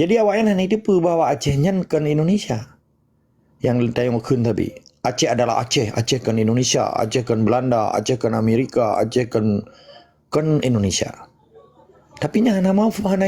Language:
Achinese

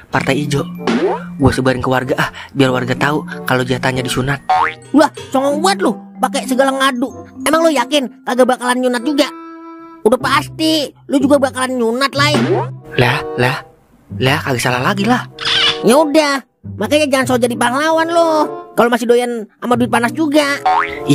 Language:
Betawi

